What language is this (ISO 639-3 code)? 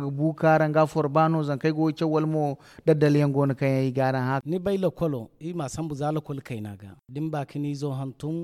dje